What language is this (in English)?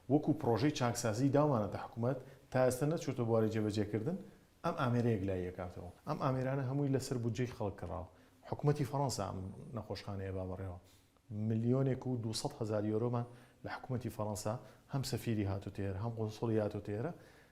Central Kurdish